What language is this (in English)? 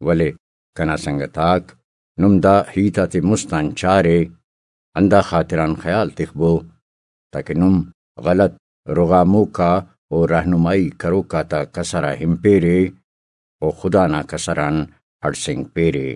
Brahui